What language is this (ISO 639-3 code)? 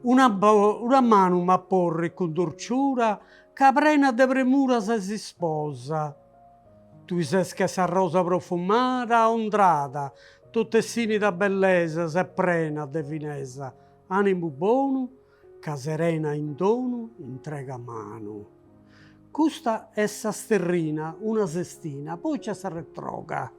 srd